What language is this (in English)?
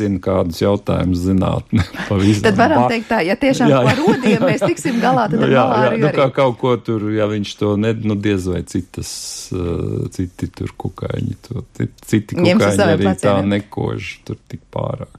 Latvian